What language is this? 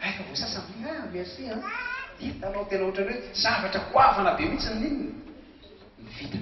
Malagasy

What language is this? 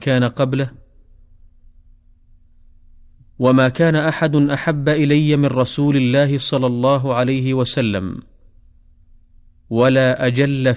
Arabic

